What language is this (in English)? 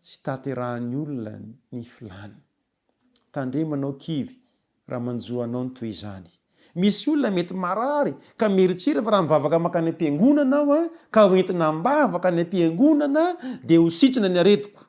Malagasy